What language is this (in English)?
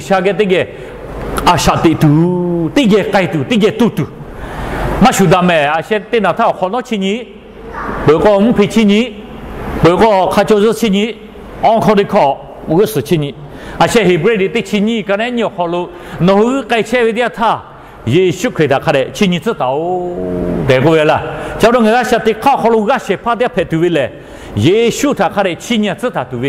Lahu